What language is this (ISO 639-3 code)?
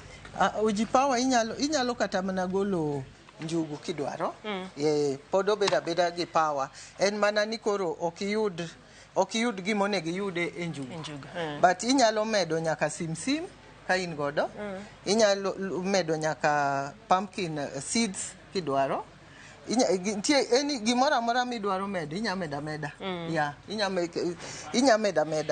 luo